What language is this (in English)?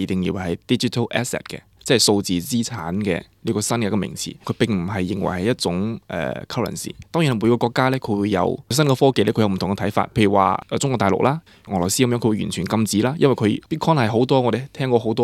Cantonese